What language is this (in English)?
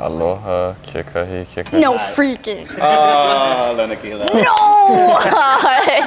Hawaiian